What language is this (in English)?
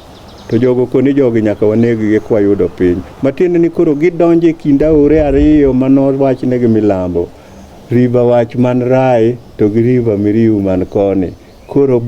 Luo (Kenya and Tanzania)